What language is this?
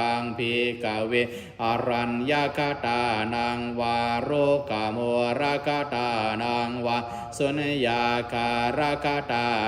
Pali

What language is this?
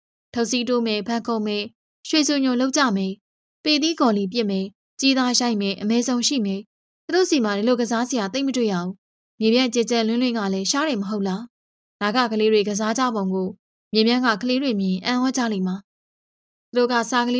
Burmese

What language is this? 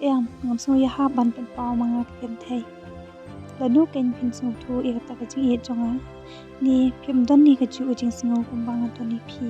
Khasi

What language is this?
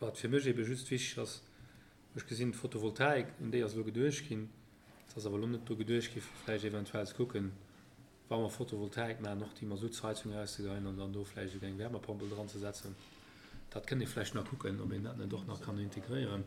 Luxembourgish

